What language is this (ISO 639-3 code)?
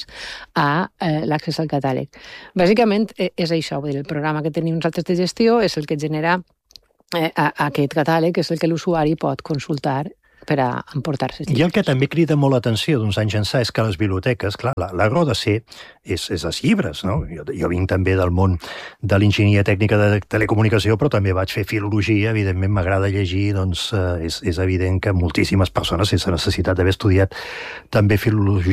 cat